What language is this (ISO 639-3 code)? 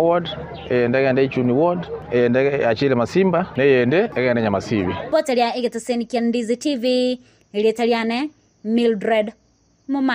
guz